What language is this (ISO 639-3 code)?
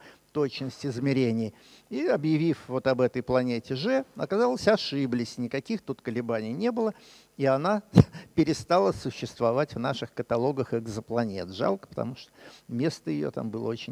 rus